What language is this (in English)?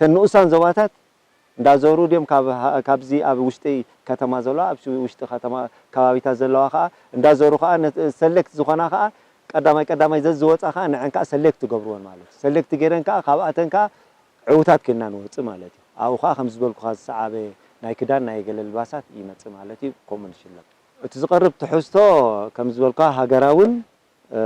Tigrinya